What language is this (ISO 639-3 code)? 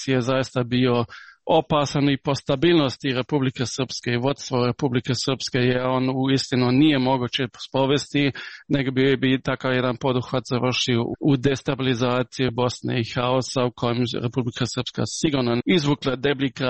srp